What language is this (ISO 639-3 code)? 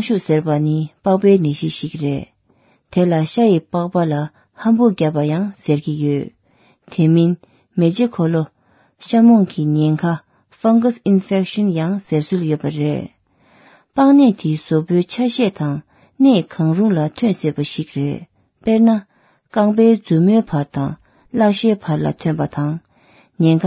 bod